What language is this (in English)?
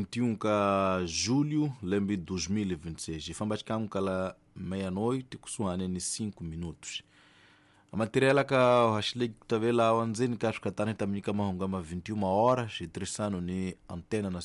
Tsonga